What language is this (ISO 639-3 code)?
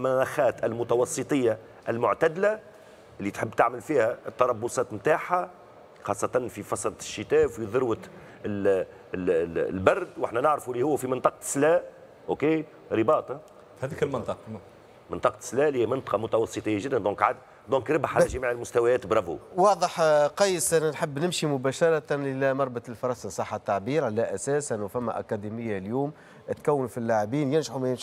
aeb